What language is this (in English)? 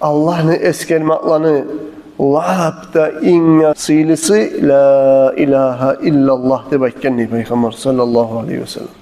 Kumyk